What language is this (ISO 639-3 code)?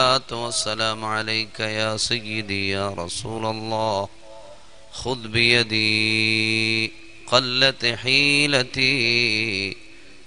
mal